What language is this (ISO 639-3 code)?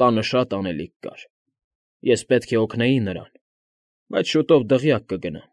hye